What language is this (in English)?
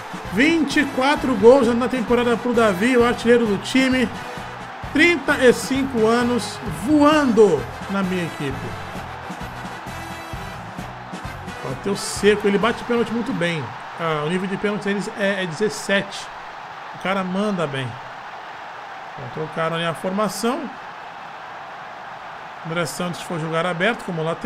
Portuguese